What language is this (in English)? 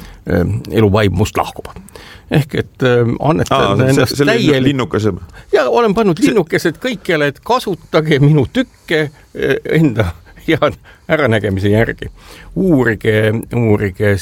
Estonian